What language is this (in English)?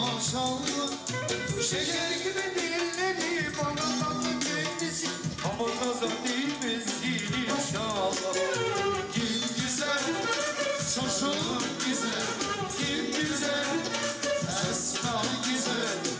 Turkish